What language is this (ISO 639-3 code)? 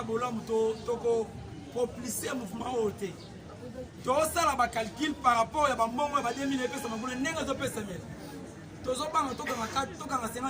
lin